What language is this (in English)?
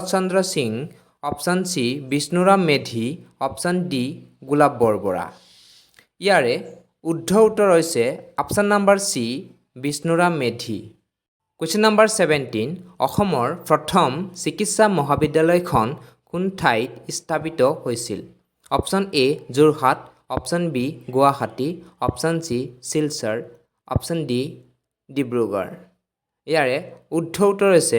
Assamese